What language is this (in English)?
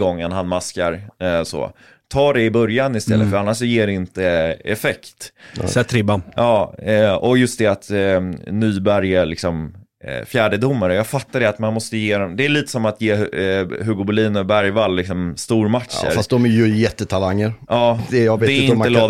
Swedish